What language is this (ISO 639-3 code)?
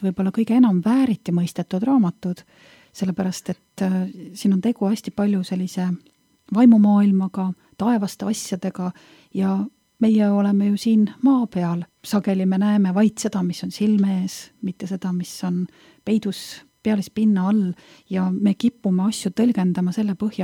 est